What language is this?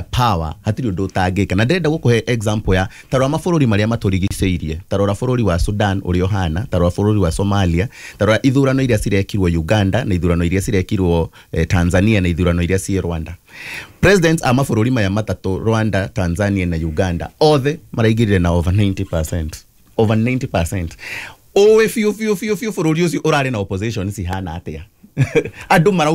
Kikuyu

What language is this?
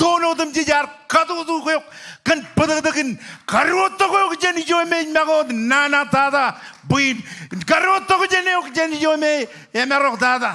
Marshallese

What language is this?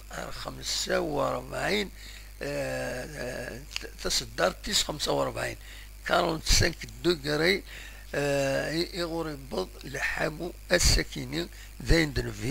Kabyle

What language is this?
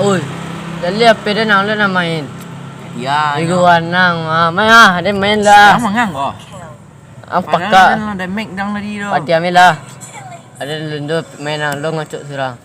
Minangkabau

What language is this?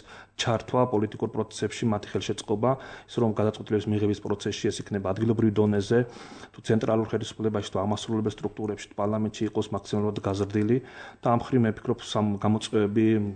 Georgian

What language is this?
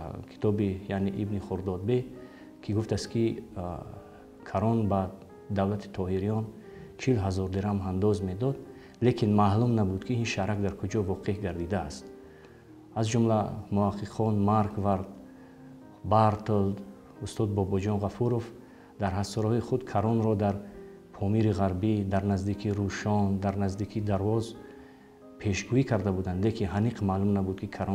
Tajik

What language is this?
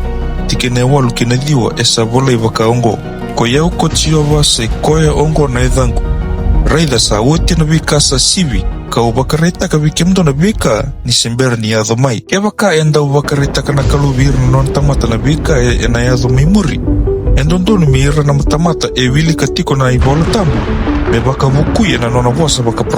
Fijian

